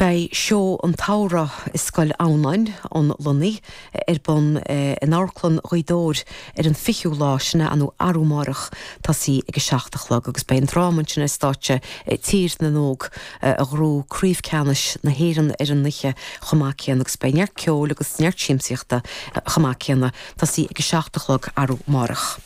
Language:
Irish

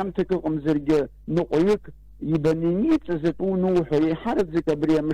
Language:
Abkhazian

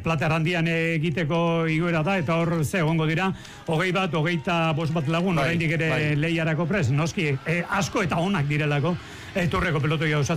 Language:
Basque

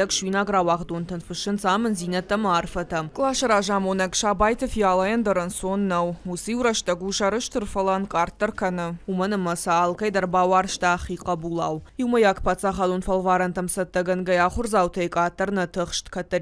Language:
Ossetic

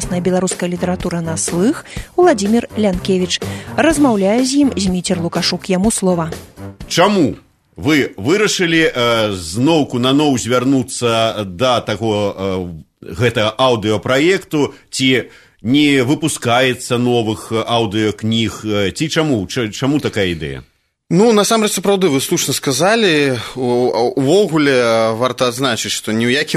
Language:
Belarusian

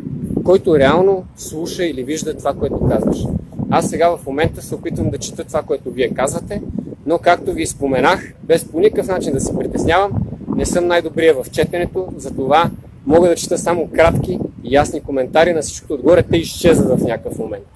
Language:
Bulgarian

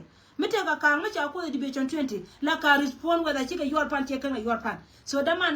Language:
Nuer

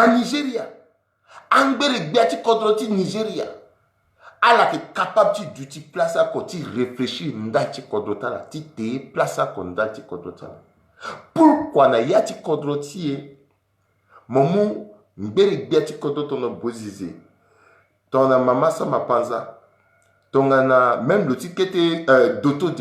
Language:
Sango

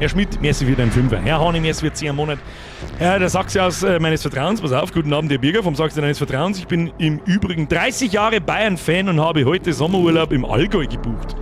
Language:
Bavarian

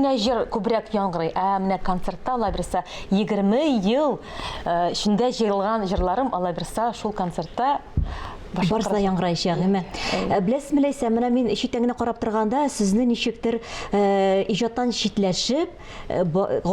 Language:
Tatar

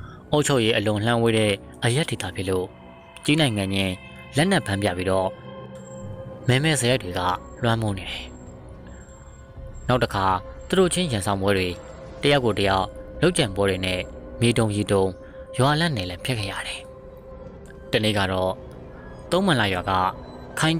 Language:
Burmese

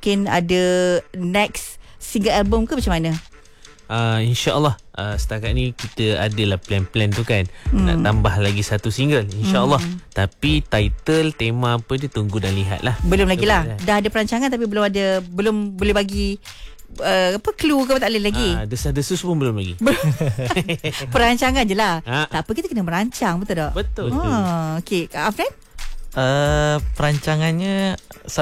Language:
Malay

